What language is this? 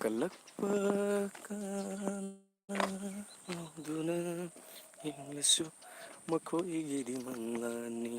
Manipuri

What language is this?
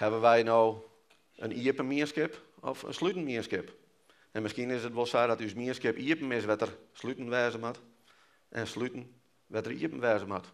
Western Frisian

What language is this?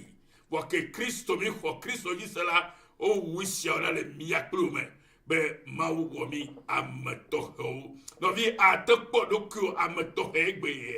Ewe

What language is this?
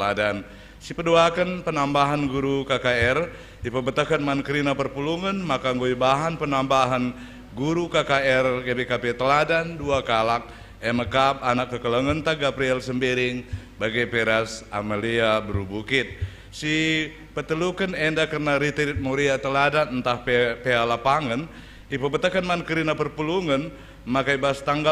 Batak Karo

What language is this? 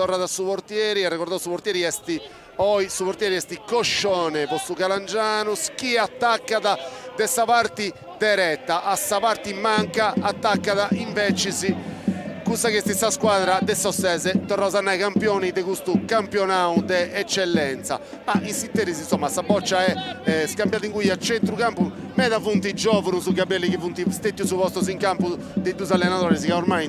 Sardinian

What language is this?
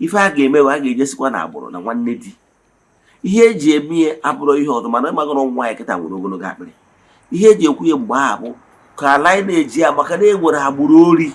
Igbo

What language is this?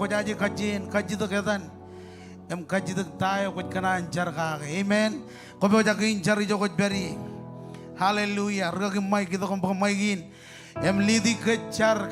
Marshallese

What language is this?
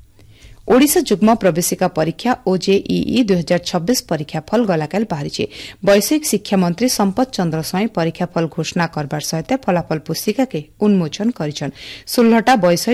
Odia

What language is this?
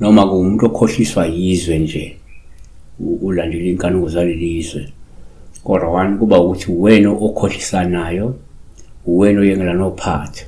Zulu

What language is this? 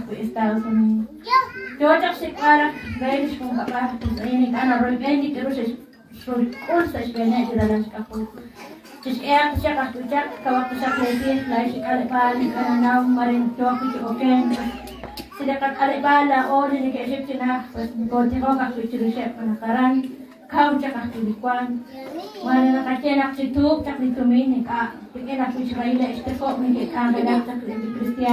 Kekchí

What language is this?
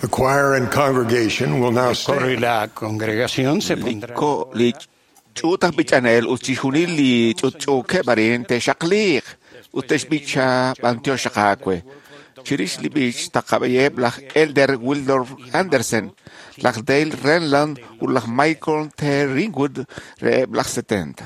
Kekchí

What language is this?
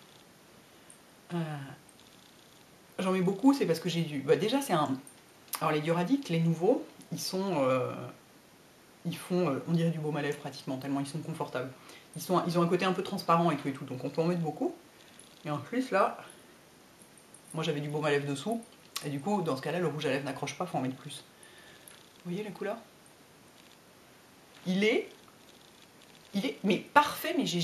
French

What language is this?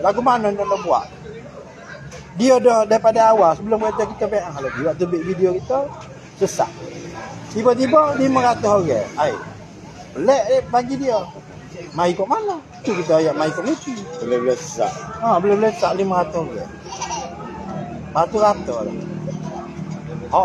Malay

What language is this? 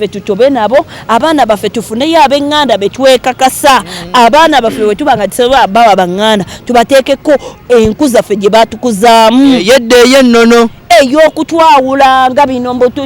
Ganda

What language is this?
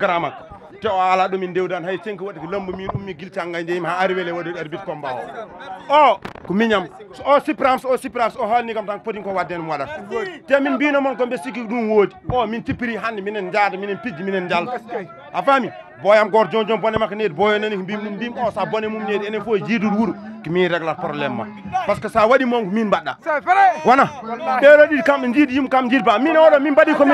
Fula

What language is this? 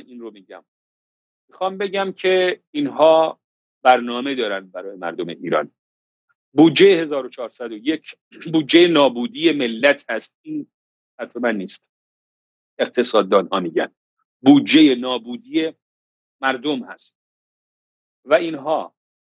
Persian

